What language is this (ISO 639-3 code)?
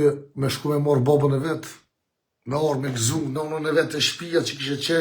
sqi